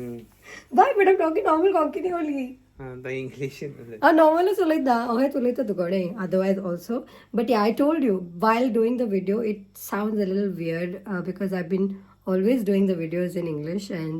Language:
Konkani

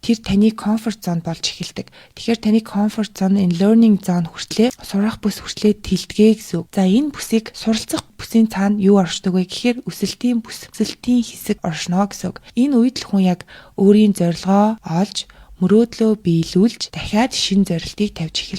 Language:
Mongolian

